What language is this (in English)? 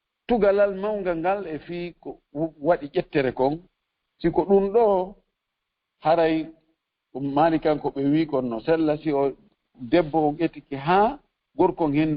Fula